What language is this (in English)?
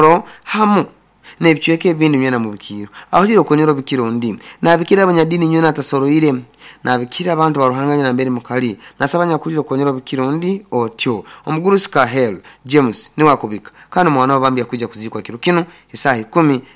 Nyoro